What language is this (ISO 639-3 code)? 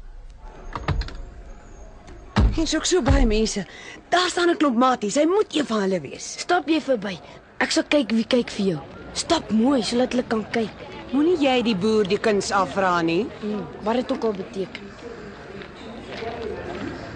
afr